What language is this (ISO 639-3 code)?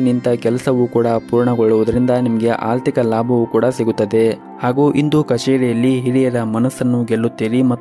kan